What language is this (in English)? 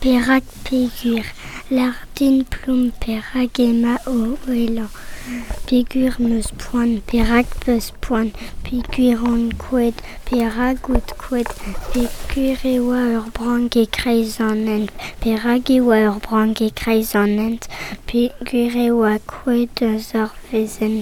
Breton